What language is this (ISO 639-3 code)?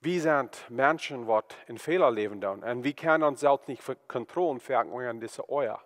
pdt